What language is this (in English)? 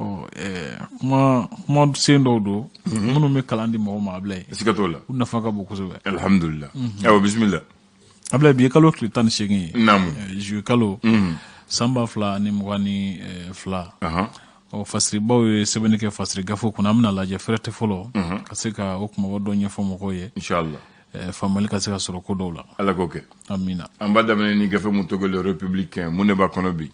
Bambara